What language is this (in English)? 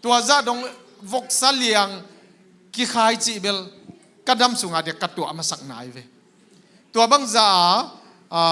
Tedim Chin